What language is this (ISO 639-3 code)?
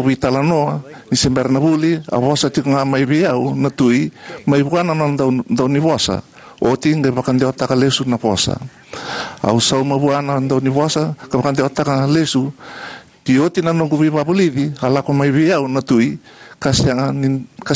fij